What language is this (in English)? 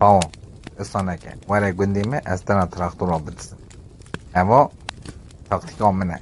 Kurdish